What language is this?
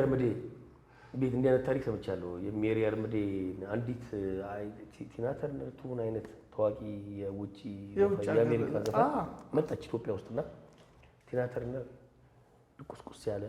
Amharic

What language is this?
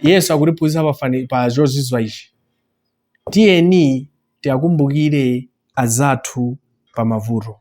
Nyanja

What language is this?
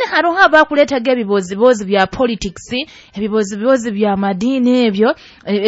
Nyoro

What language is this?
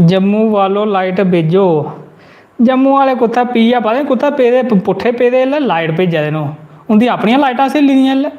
Dogri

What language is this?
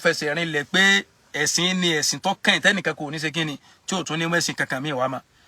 Yoruba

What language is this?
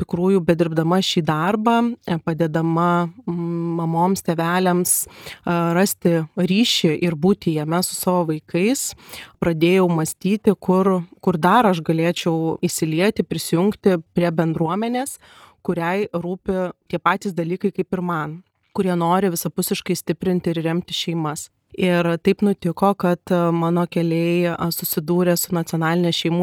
Lithuanian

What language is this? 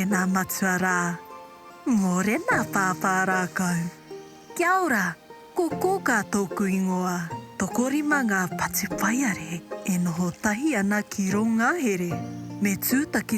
Māori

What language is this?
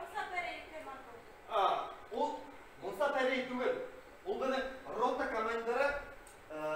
Bashkir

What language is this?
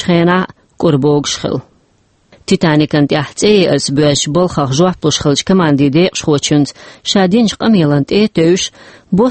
Chechen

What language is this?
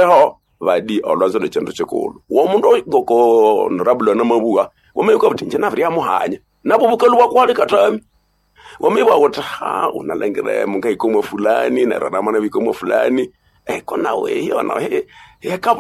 Nande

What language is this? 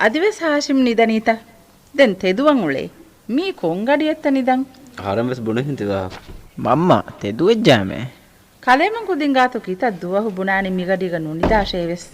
Divehi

